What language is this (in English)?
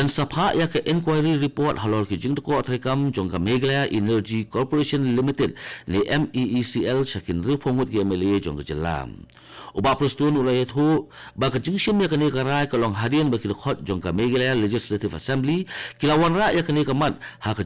Khasi